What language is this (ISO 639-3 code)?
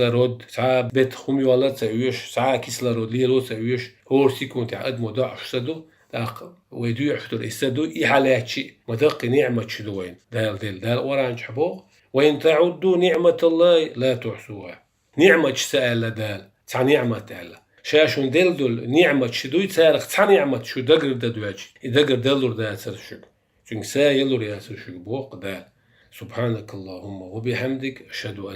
che